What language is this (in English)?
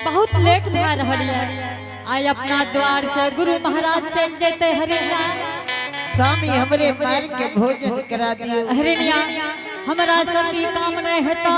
Angika